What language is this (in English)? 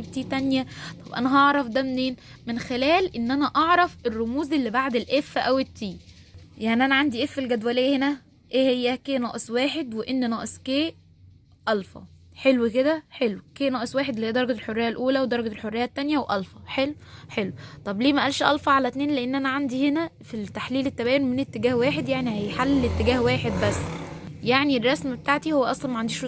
Egyptian Arabic